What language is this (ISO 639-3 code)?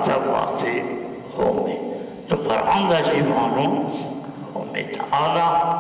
zza